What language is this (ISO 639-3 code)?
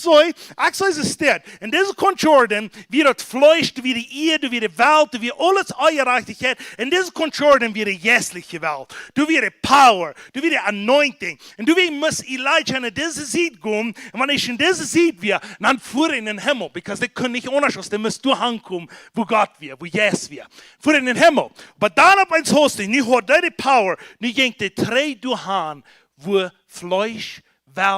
pdt